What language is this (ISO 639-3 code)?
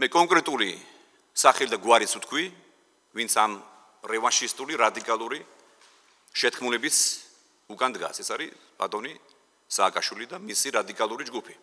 kat